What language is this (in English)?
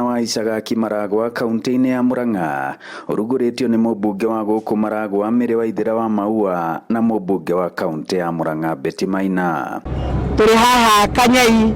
Kikuyu